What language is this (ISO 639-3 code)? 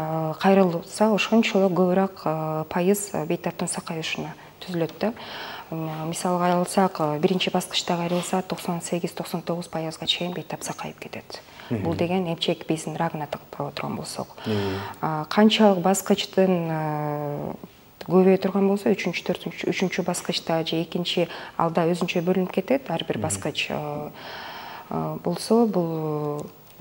kir